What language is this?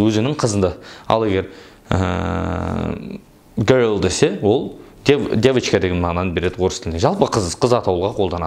Kazakh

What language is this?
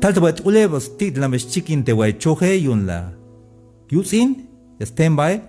Tzeltal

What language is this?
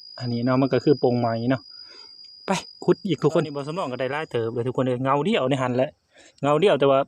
Northeastern Thai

